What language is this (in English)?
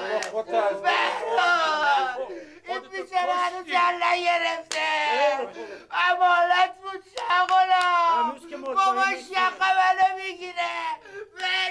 Persian